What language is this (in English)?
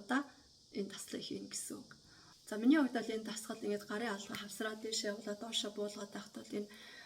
Mongolian